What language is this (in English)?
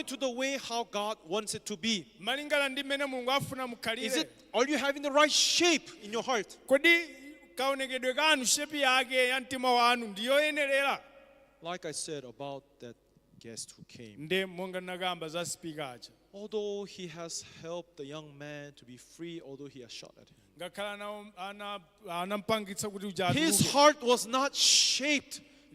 Nyanja